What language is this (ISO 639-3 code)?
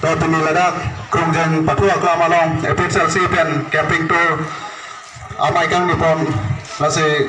mjw